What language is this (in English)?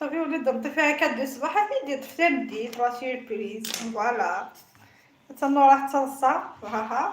Kabyle